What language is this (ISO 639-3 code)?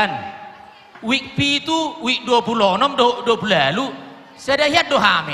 bbc